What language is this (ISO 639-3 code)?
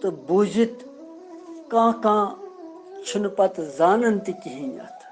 kas